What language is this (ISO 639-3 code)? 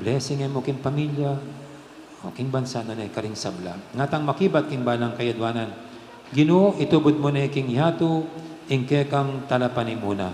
pam